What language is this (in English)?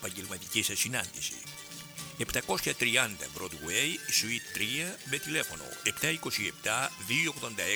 Greek